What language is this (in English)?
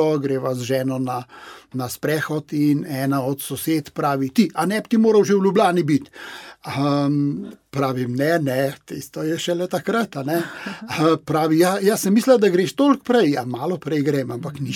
Slovenian